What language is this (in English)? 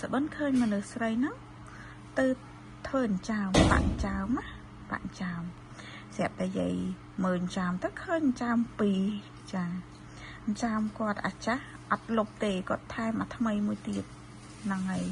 Khmer